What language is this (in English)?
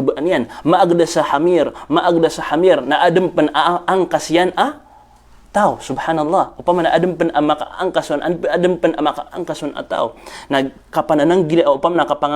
Maranao